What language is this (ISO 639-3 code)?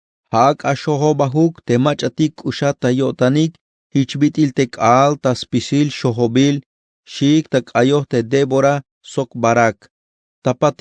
tzh